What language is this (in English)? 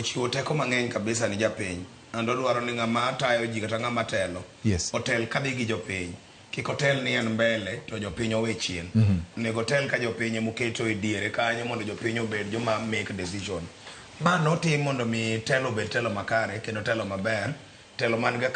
Luo (Kenya and Tanzania)